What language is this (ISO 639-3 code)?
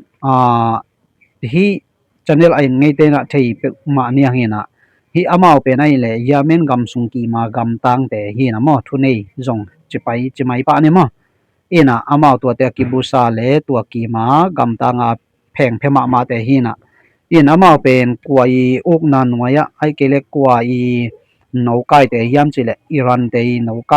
ctd